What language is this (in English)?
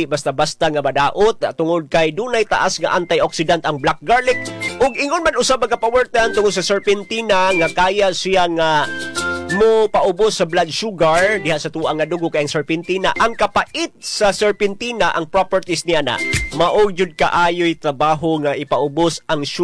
Cebuano